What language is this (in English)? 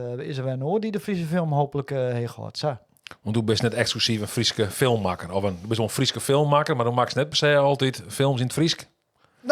Western Frisian